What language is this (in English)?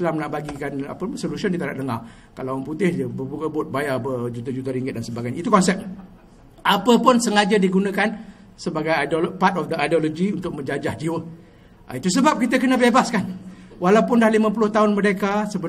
Malay